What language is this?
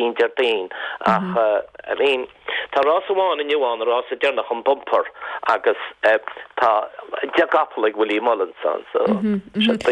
Irish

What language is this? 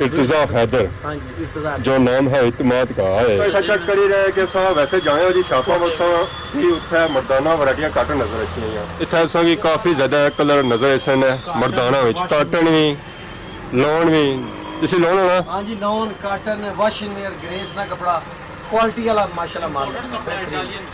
Pahari-Potwari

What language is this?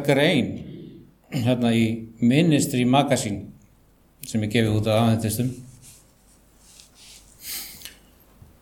Icelandic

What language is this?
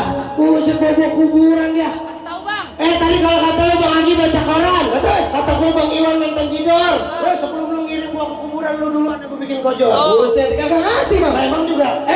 Betawi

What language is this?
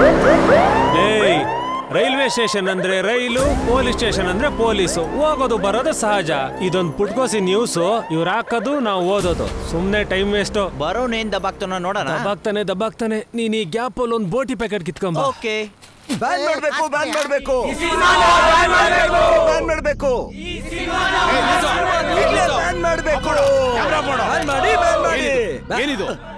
Kannada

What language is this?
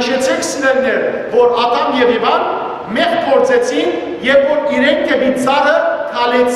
Western Armenian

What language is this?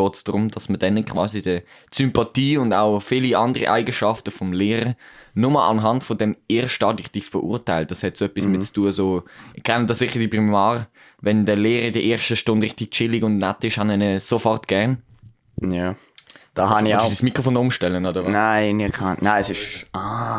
Swiss German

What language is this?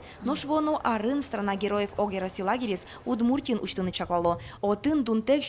Udmurt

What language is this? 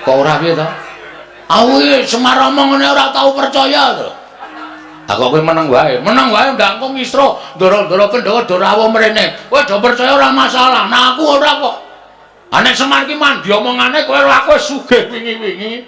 Javanese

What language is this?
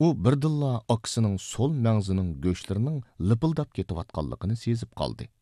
Uyghur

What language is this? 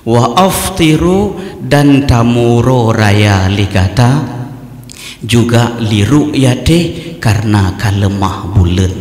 Achinese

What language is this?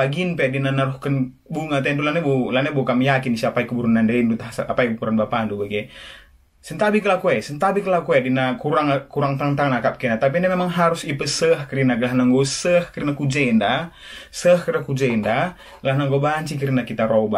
Batak Karo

